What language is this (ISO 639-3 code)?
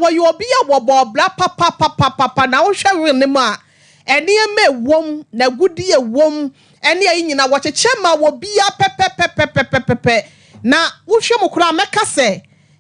aka